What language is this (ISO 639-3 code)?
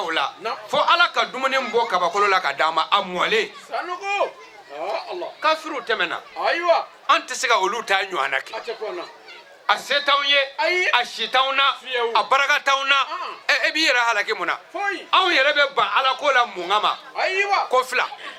bam